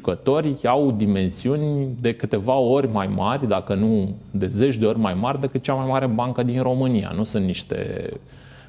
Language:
Romanian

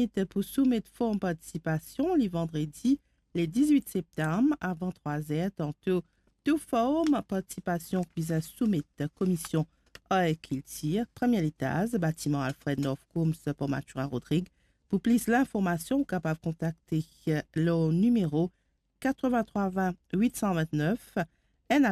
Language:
Morisyen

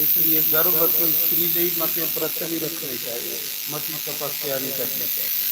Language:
Dogri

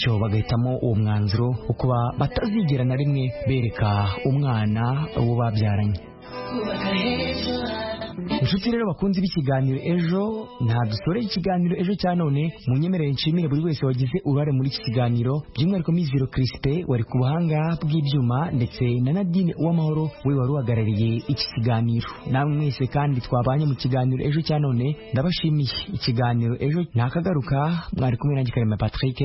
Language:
Kinyarwanda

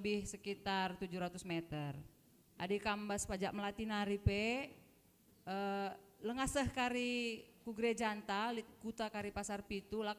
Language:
Batak Karo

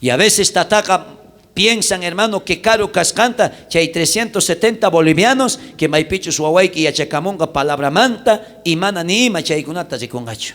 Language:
South Bolivian Quechua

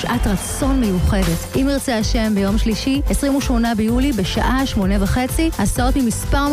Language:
Hebrew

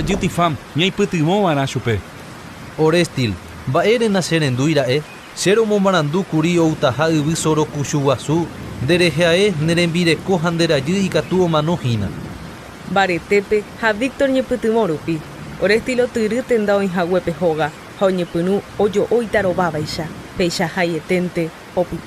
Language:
Guarani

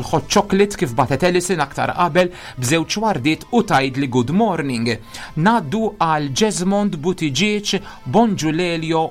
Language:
Maltese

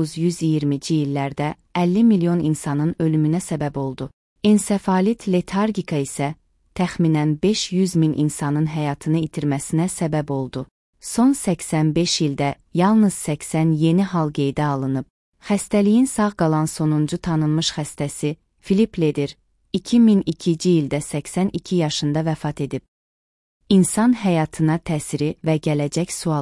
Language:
Azerbaijani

